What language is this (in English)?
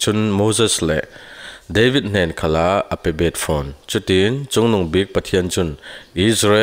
Falam Chin